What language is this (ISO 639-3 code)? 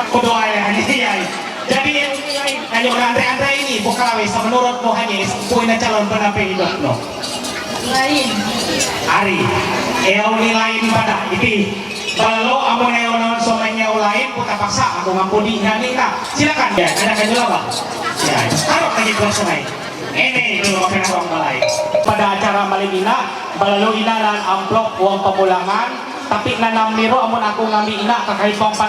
mhy